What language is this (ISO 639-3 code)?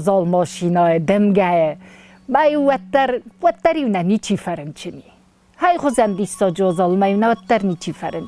oss